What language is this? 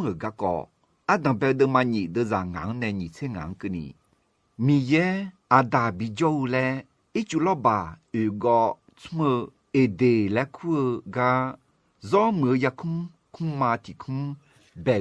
Akha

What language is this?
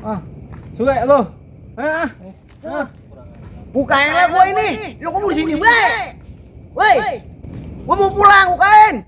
Betawi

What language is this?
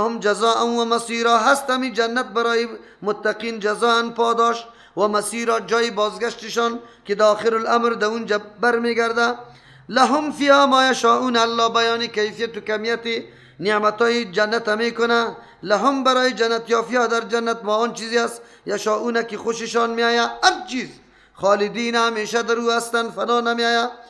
Persian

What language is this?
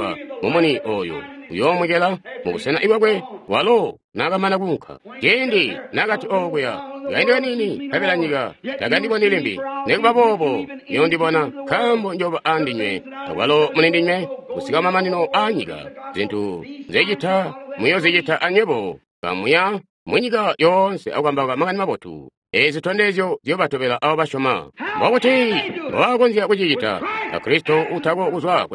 Tonga (Zambia)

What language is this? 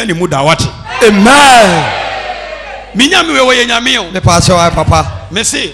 Akan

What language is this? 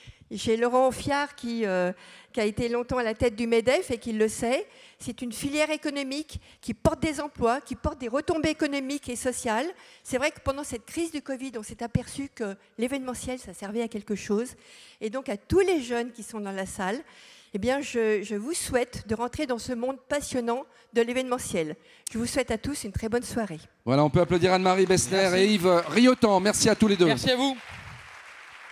French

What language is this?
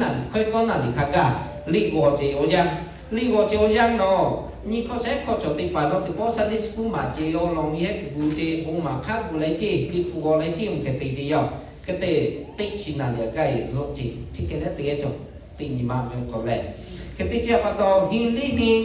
Lahu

